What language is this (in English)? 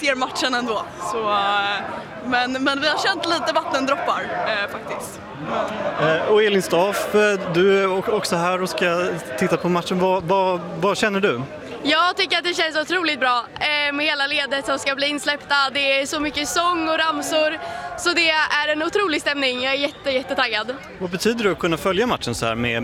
Swedish